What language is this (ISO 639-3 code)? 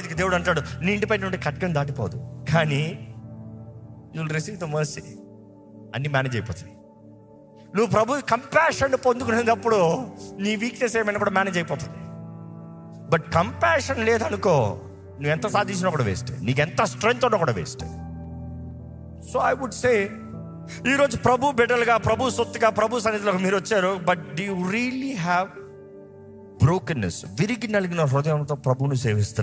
tel